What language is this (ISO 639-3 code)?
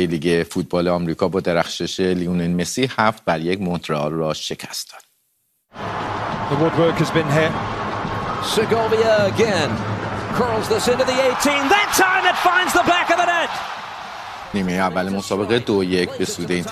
fas